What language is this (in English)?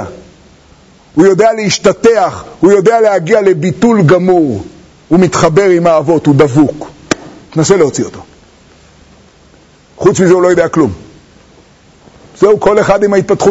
Hebrew